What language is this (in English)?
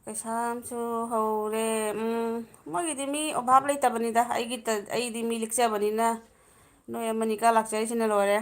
Manipuri